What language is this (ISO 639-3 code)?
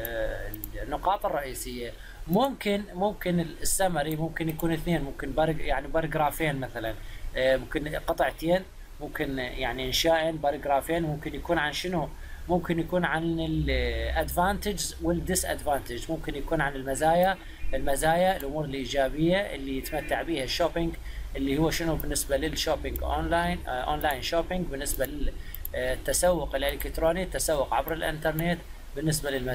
acm